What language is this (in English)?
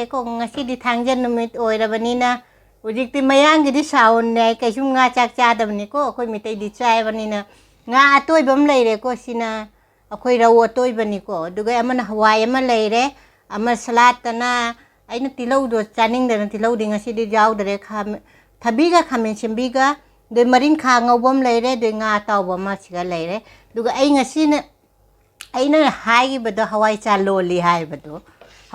Manipuri